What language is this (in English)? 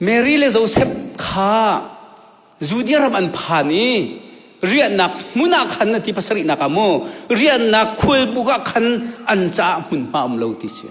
Hakha Chin